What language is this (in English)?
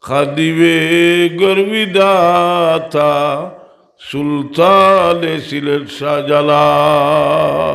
Sylheti